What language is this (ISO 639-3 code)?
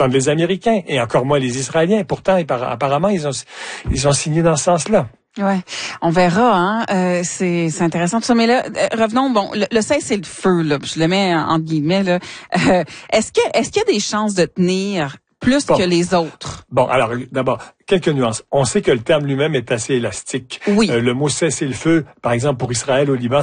fra